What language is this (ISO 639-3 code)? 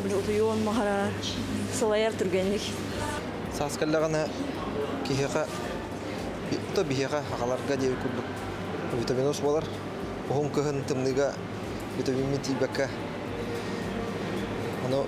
sah